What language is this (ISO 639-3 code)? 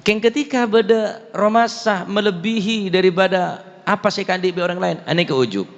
mad